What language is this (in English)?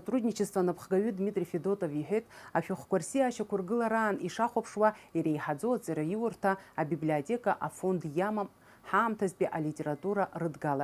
Abkhazian